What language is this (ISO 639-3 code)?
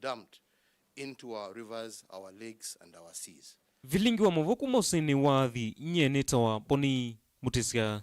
kam